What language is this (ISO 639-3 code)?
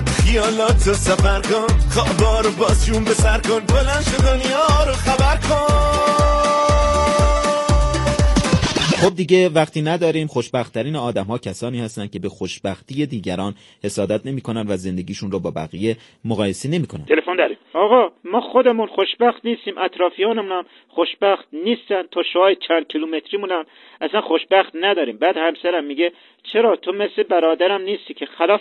fas